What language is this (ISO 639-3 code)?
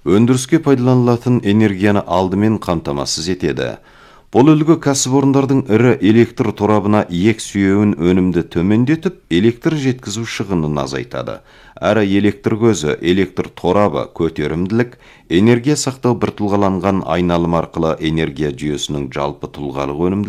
kaz